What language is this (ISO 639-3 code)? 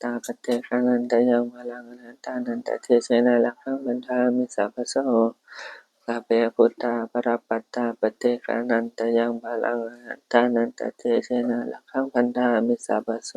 pli